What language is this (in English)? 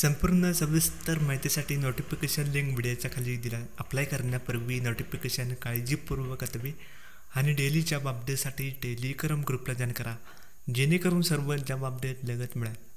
Marathi